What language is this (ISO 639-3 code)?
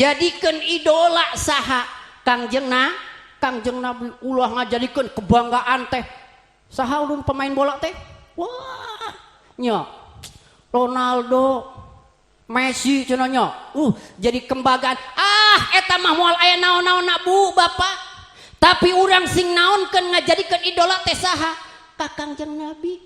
sun